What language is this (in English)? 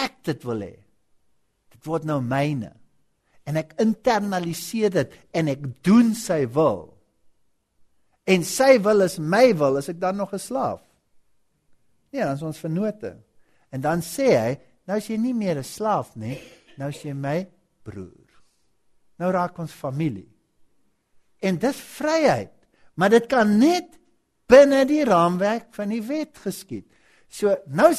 Afrikaans